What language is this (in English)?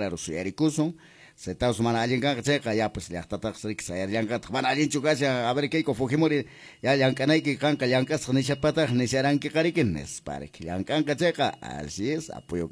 Quechua